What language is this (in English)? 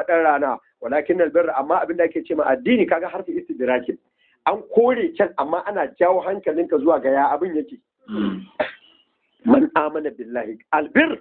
Hausa